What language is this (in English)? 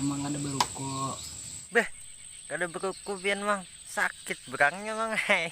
Banjar